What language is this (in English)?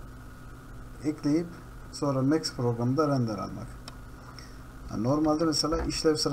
Turkish